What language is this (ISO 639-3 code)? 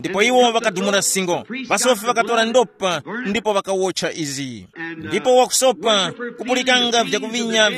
tum